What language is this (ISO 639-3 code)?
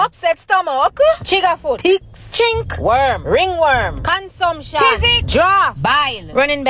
jam